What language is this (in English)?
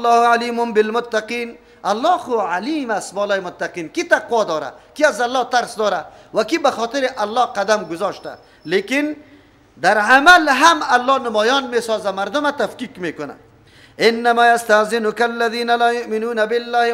Persian